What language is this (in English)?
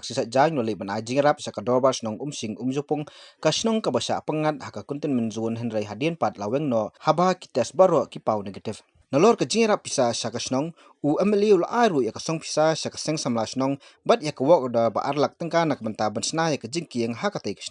Khasi